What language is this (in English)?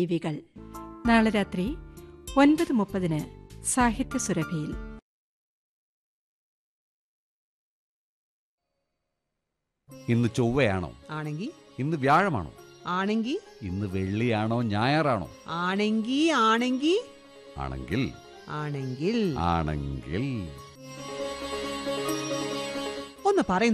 Malayalam